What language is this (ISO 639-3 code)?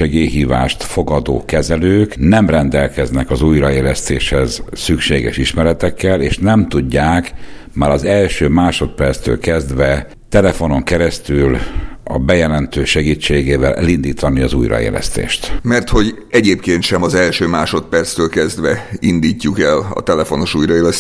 hun